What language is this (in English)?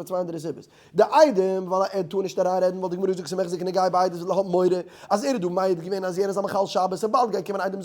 Yiddish